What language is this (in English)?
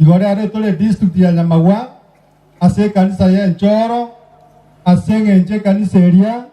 Gusii